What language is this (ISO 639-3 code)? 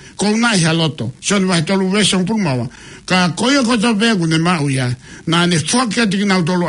ton